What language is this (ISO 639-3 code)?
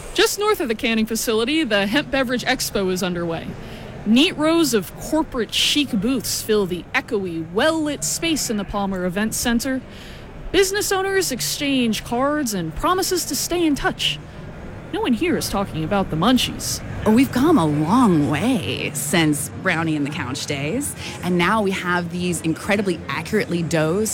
eng